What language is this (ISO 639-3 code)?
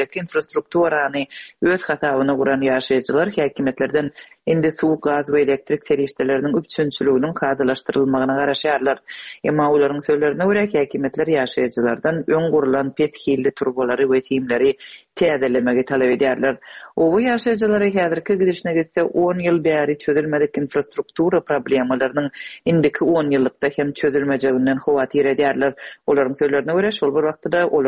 tuk